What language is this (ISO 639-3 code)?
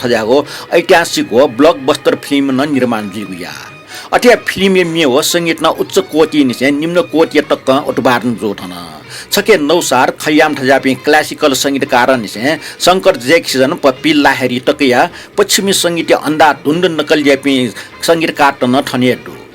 new